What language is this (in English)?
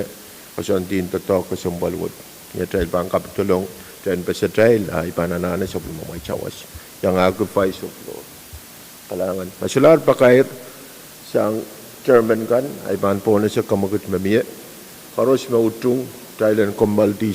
Pohnpeian